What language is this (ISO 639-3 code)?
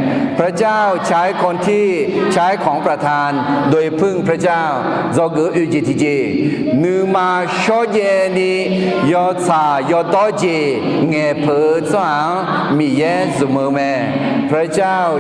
ahk